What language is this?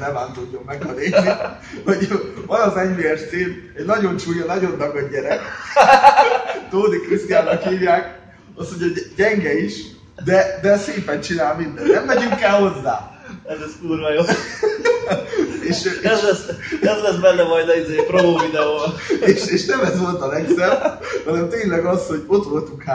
Hungarian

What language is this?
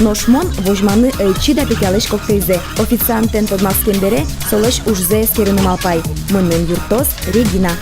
Udmurt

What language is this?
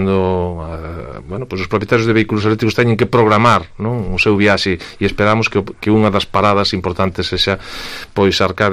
Galician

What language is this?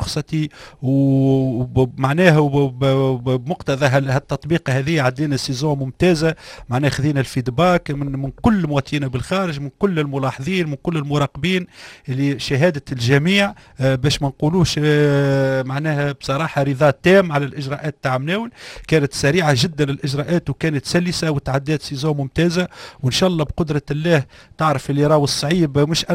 Tunisian Arabic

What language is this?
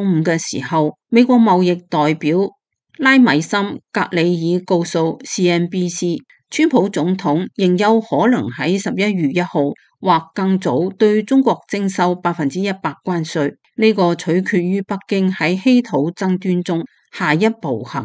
Cantonese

